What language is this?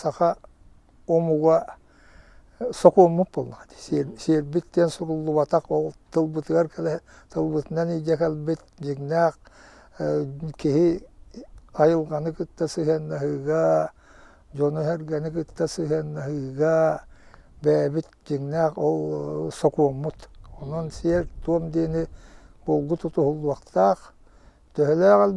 Yakut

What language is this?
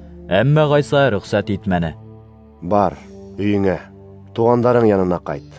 Bashkir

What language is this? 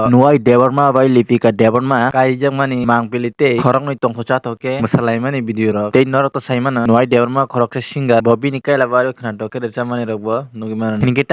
Kok Borok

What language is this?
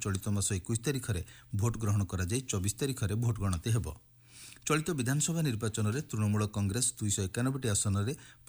Odia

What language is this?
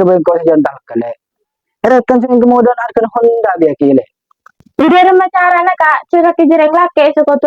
Madurese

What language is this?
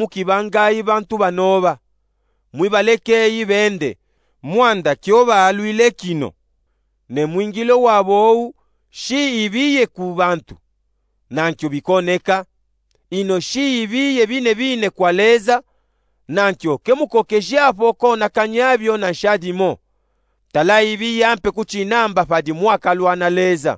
Luba-Katanga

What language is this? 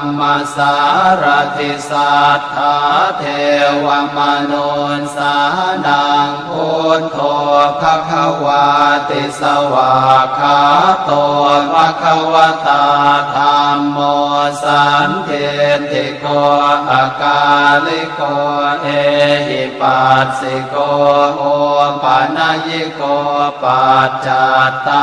Pali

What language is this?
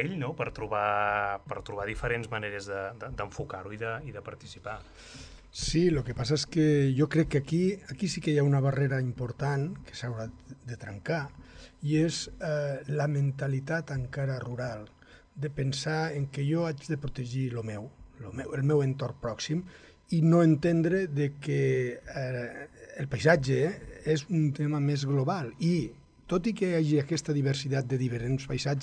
Catalan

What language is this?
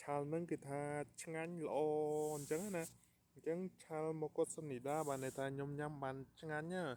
Khmer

